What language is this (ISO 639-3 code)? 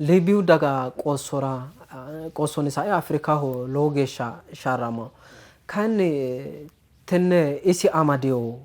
sid